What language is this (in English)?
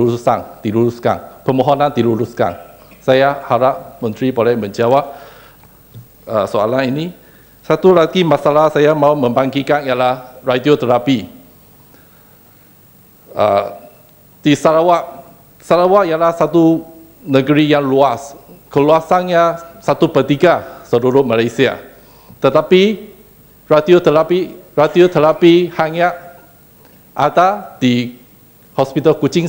Malay